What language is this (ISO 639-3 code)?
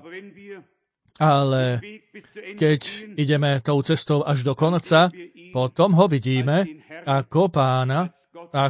slk